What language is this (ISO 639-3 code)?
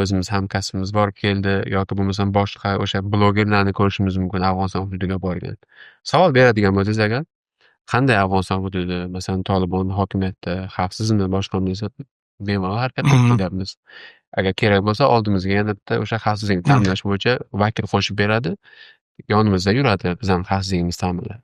uzb